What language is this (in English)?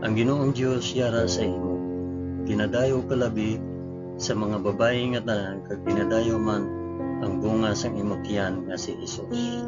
Hiligaynon